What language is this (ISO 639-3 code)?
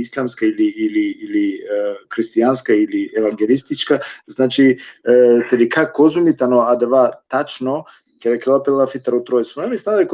rmn